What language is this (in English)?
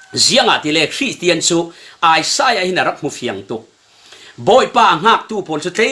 Falam Chin